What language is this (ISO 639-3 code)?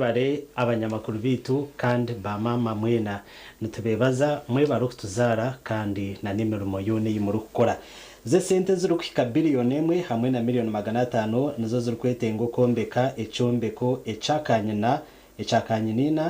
nyn